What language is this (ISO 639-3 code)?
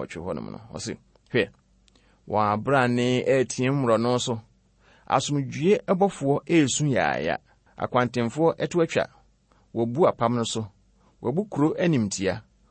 aka